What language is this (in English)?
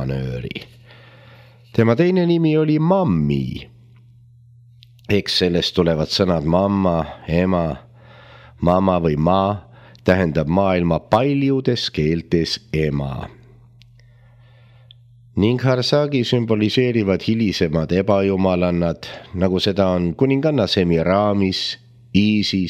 Estonian